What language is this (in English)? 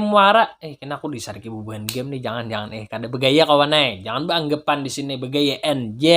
Banjar